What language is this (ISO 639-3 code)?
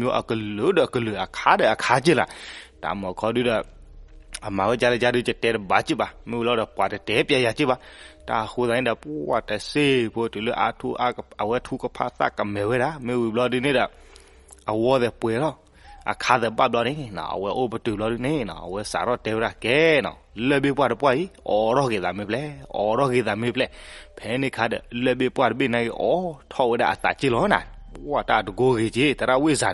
ksw